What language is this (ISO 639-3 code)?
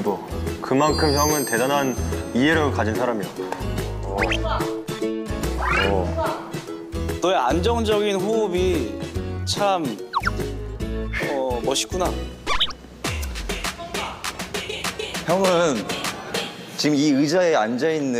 kor